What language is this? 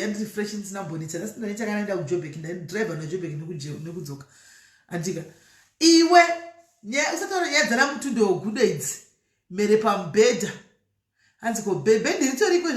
Shona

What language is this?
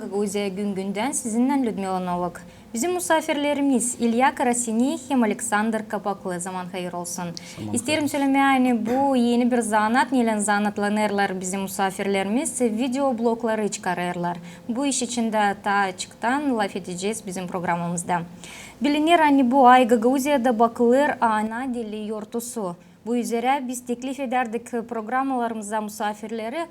Gagauz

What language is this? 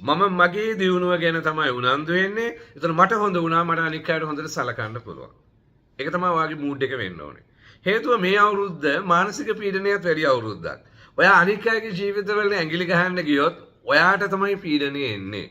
Sinhala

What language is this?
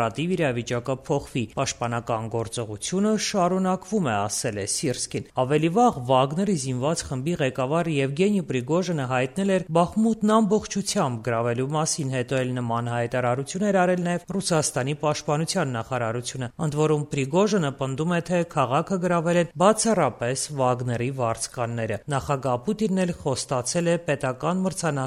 Armenian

